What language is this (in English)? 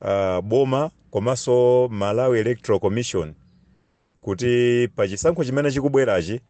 Nyanja